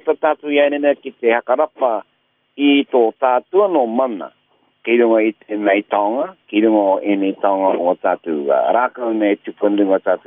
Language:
Māori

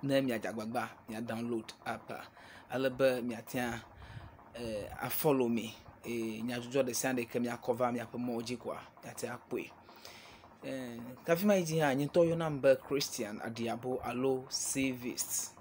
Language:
Ewe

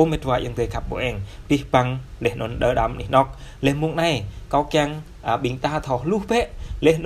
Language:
Jarai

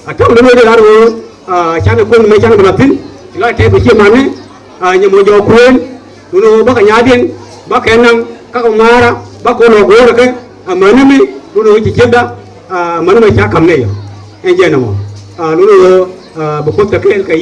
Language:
Nuer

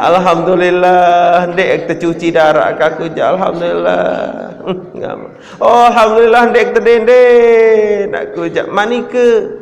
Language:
Sasak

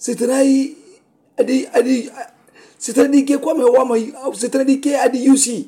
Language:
Mandingo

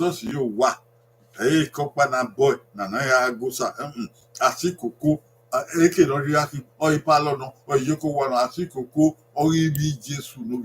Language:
Bini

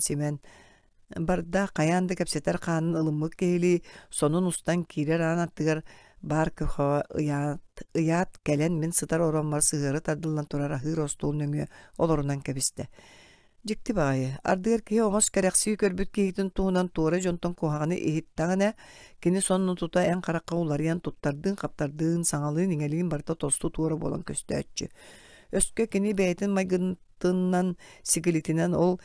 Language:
Yakut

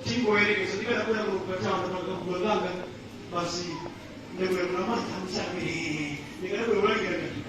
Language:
Nyanja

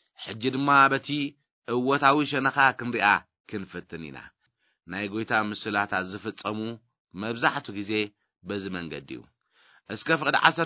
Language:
Tigrinya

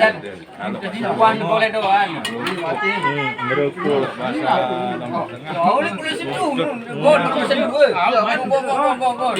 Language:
Sasak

